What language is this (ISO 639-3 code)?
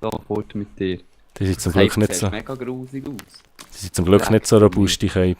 gsw